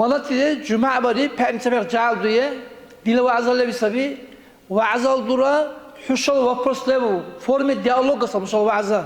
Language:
Dargwa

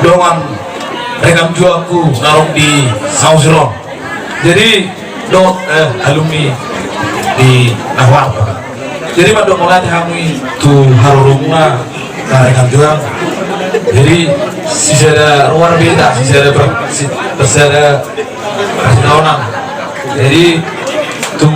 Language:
Batak Toba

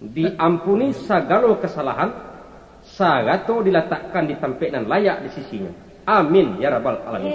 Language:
Minangkabau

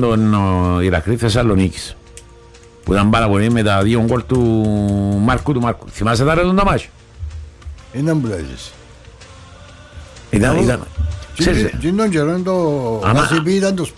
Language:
Greek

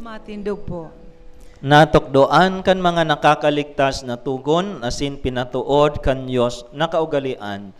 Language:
Bikol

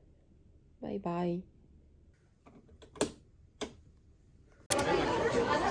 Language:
Japanese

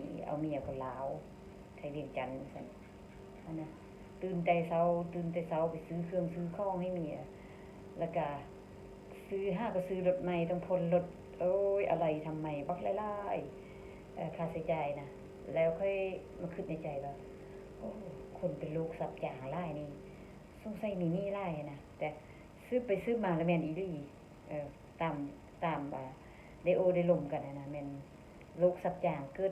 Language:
Lao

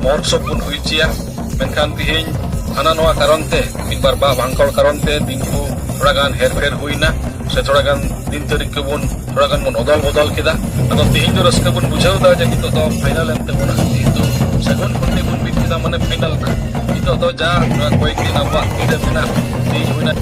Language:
Santali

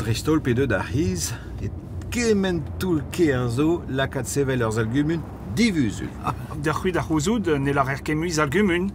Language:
Breton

